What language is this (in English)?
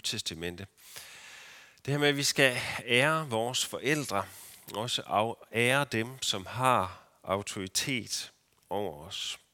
Danish